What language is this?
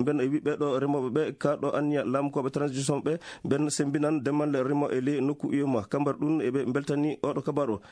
Fula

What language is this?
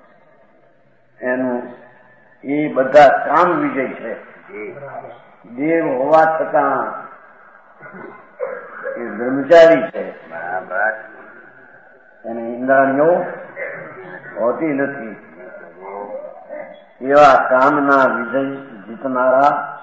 Gujarati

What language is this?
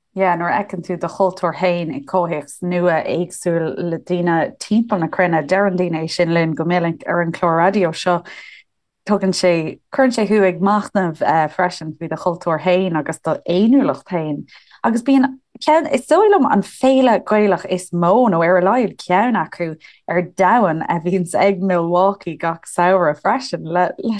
Irish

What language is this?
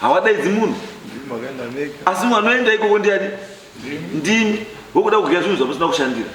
Shona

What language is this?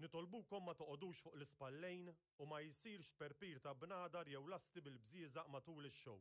Maltese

